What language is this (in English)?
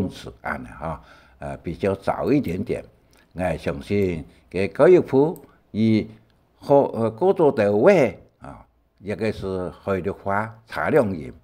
Hakka Chinese